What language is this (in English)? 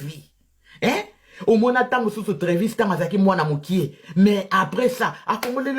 Lingala